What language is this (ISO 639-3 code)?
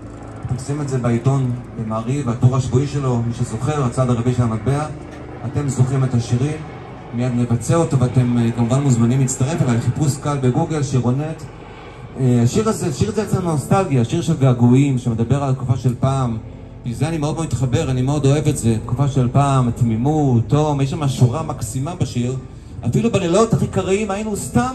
heb